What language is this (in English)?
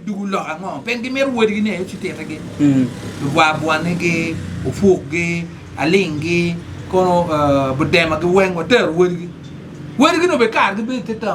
Acoli